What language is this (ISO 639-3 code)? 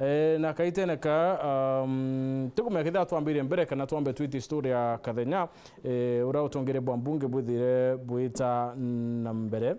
mer